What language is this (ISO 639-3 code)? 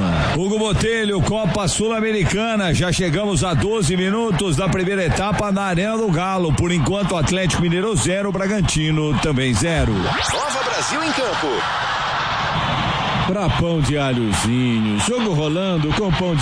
por